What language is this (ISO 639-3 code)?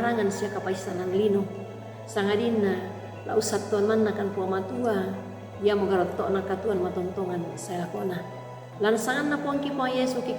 sda